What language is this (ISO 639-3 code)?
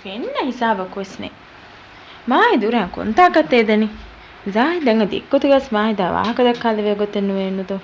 div